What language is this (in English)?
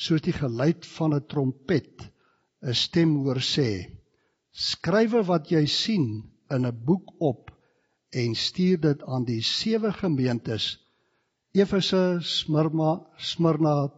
Afrikaans